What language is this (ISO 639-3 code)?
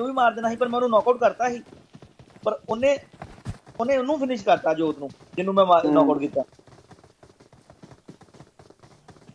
pan